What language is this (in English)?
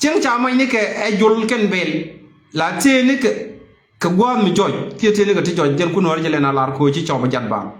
Nuer